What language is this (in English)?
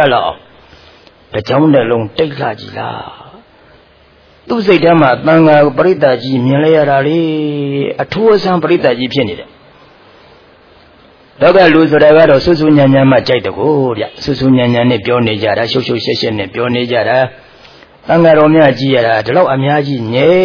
Burmese